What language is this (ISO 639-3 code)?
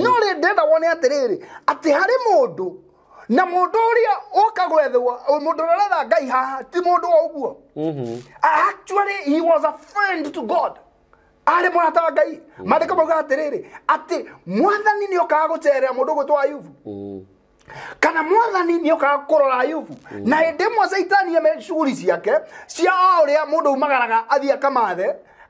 kik